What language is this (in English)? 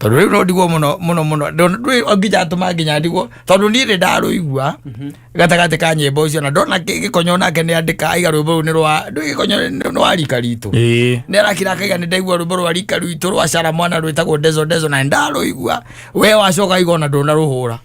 Kikuyu